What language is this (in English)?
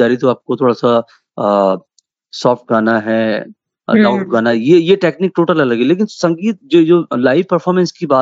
Hindi